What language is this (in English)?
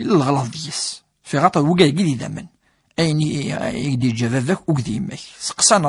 Kabyle